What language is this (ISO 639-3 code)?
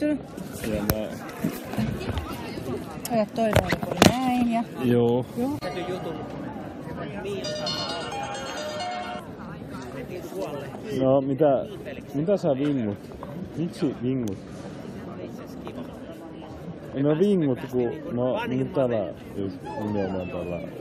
fin